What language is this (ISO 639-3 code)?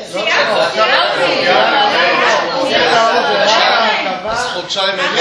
heb